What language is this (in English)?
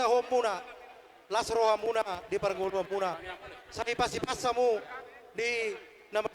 Batak Toba